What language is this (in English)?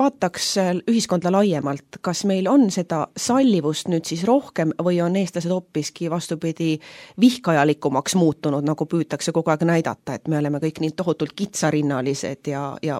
Estonian